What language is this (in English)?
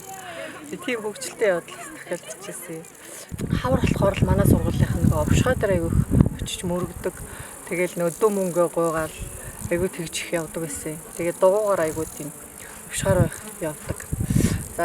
Mongolian